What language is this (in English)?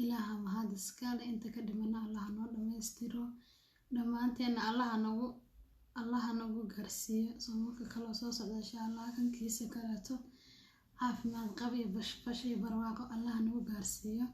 Somali